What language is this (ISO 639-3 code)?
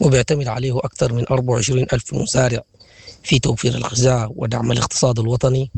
apd